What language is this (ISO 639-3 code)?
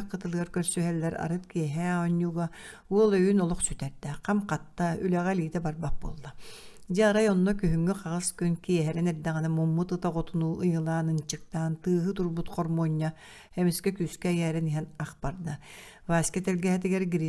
sah